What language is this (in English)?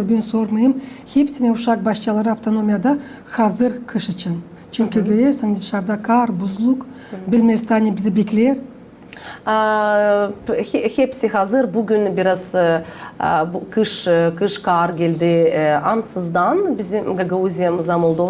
Gagauz